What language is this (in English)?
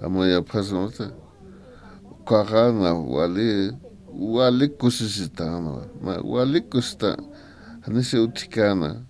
Aymara